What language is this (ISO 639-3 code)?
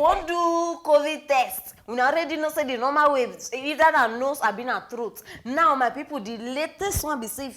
pcm